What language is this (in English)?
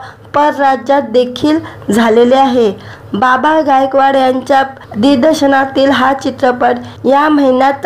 Marathi